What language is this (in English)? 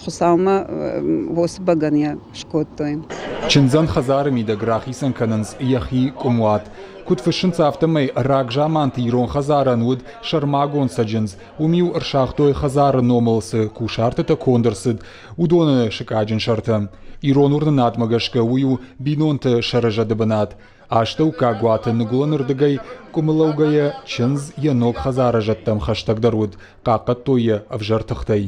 Ossetic